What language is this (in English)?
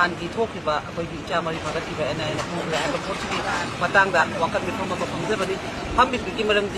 Manipuri